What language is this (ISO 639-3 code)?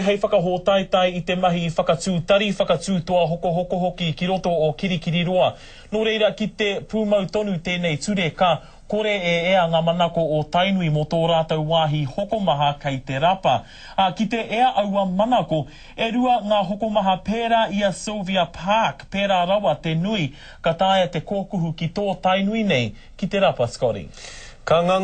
mri